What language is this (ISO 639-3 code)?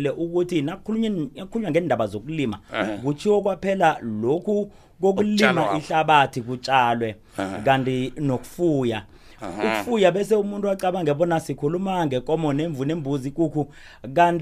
nbl